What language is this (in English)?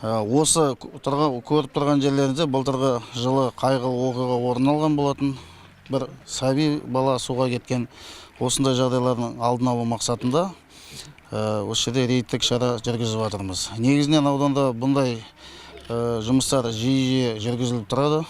Kazakh